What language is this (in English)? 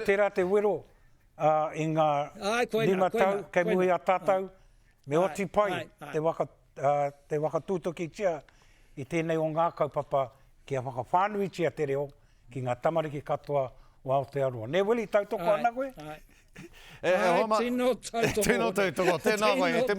Māori